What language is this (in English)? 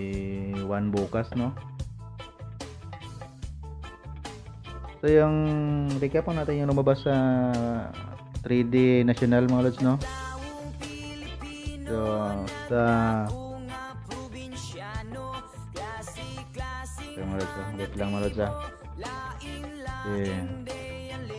Filipino